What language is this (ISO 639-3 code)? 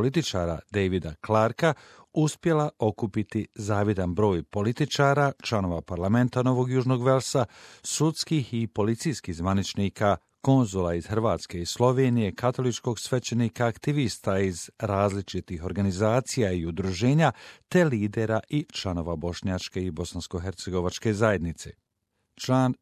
bos